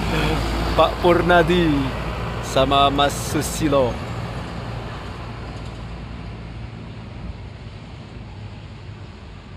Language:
Indonesian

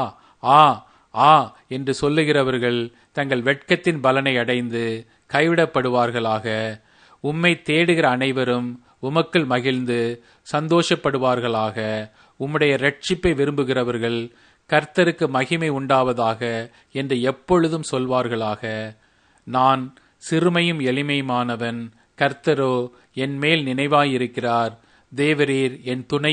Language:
Tamil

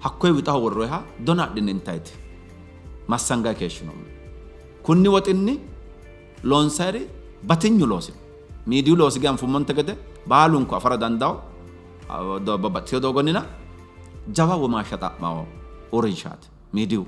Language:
Sidamo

